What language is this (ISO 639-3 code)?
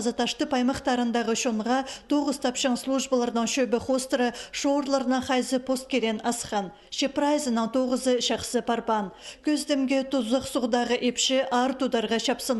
kjh